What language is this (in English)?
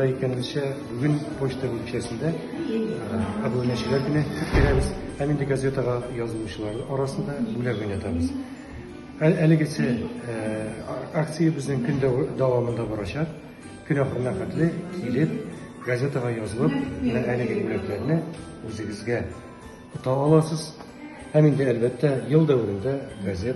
Tatar